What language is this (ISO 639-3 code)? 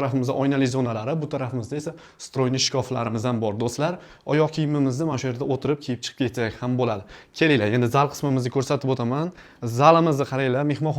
uzb